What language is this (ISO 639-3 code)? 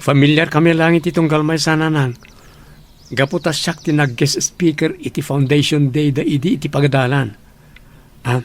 ilo